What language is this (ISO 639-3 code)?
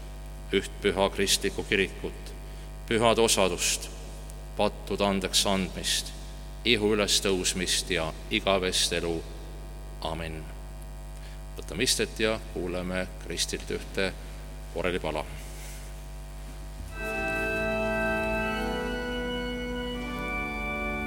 est